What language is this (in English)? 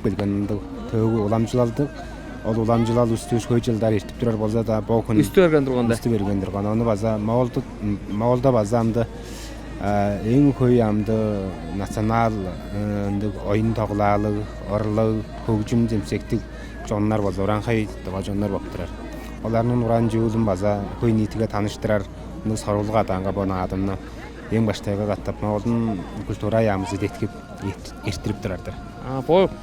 Tuvinian